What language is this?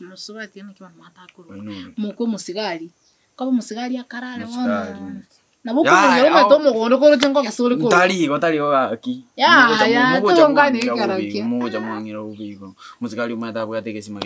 Gusii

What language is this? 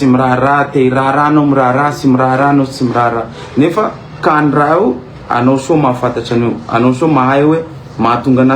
Malagasy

